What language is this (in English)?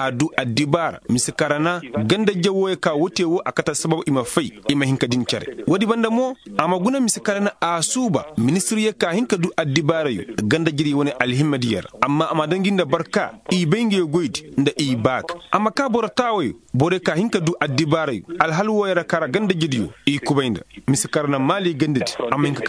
Koyraboro Senni